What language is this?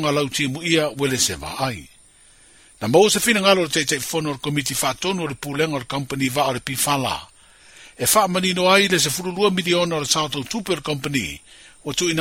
Samoan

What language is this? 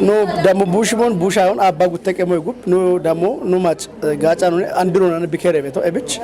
Kafa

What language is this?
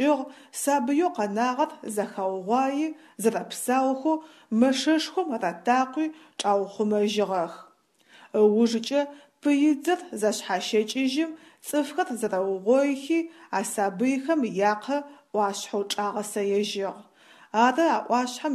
Adyghe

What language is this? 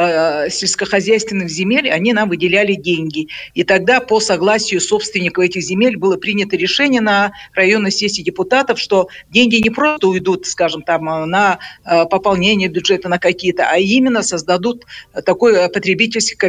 Buriat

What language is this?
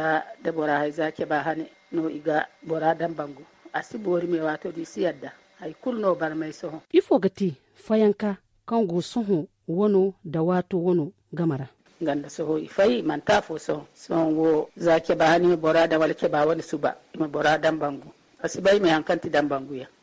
Zarma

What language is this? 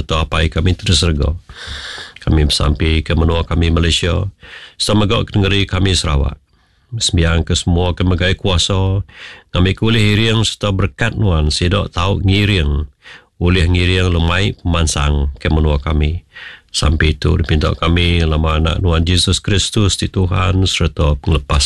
Iban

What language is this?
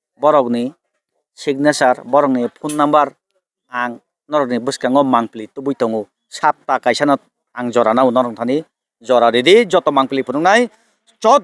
Kok Borok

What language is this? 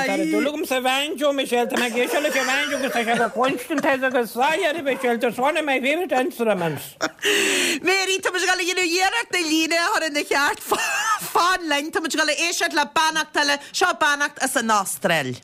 Irish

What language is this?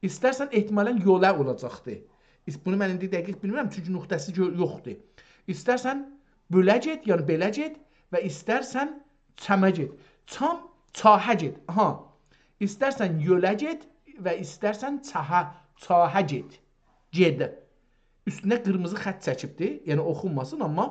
South Azerbaijani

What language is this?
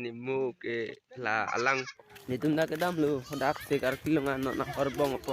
Karbi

